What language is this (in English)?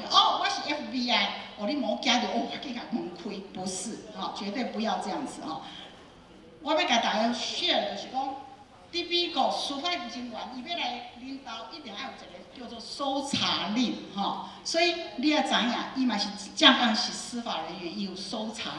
Min Nan Chinese